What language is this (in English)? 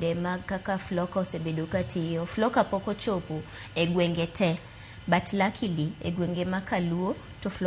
Luo (Kenya and Tanzania)